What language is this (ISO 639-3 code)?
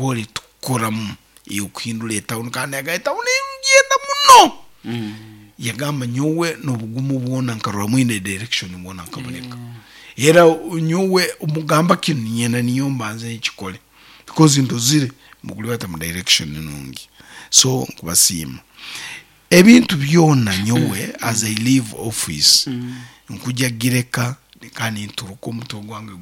nyn